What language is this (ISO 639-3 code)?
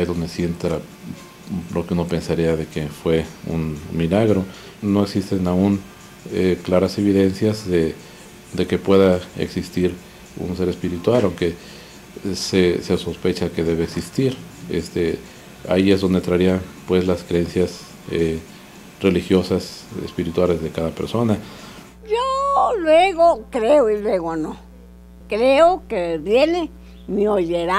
spa